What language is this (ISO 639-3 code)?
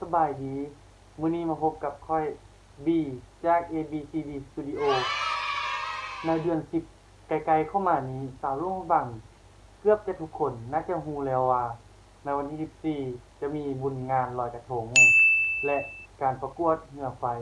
lao